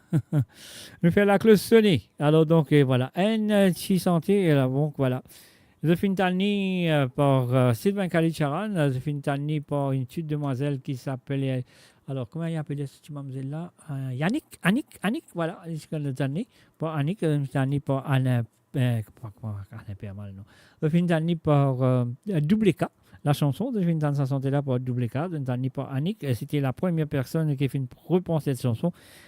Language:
Morisyen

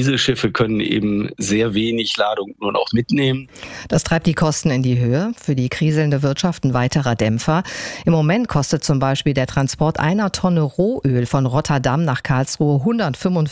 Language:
German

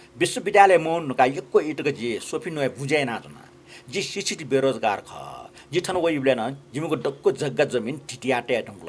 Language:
Newari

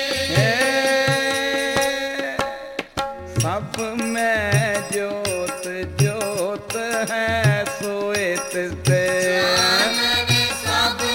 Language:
Punjabi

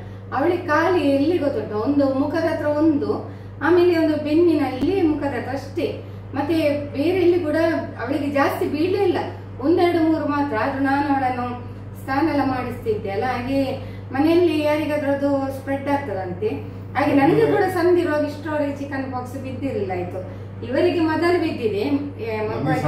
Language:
Kannada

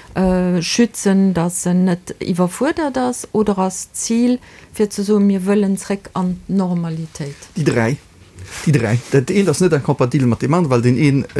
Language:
Luxembourgish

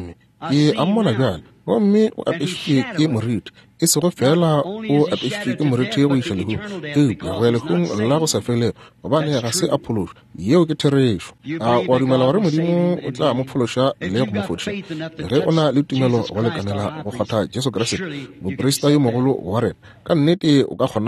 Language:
Northern Sotho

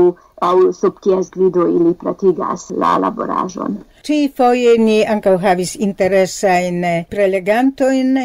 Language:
Esperanto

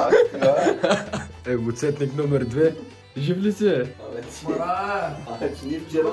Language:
Bulgarian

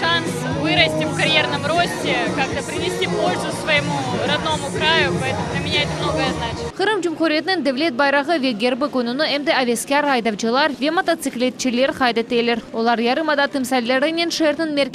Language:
Crimean Tatar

